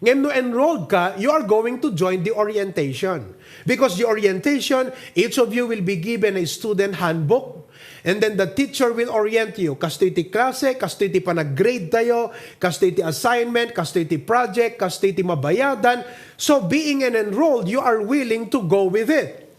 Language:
Iloko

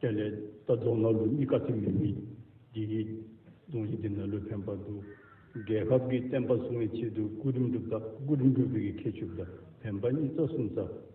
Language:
Dzongkha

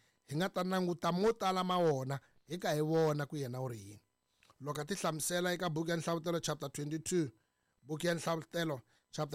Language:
Tsonga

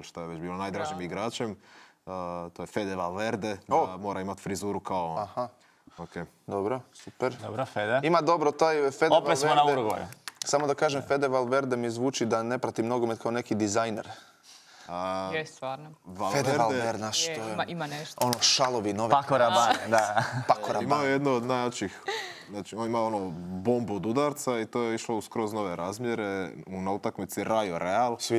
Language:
Croatian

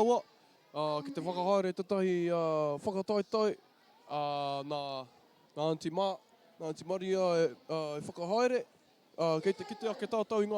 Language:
Māori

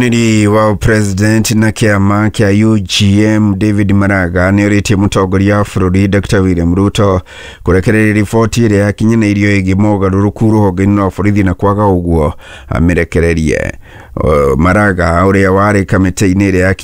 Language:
Kikuyu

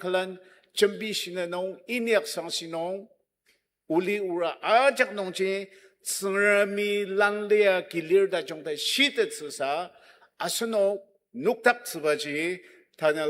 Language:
Ao Naga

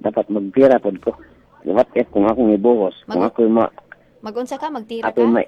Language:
Cebuano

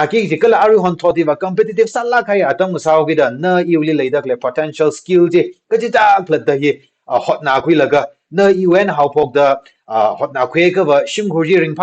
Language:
Tangkhul Naga (India)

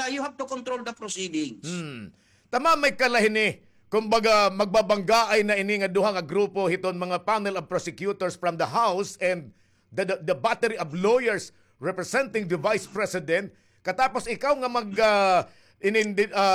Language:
Waray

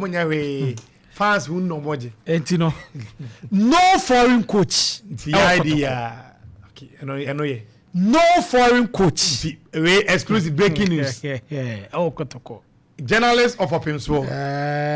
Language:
Akan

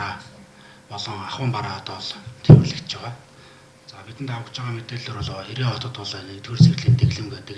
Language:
Mongolian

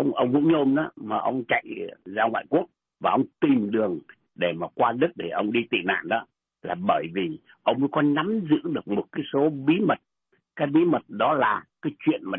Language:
Vietnamese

